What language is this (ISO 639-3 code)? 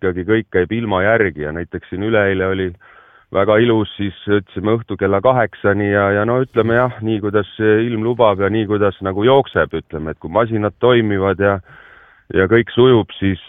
est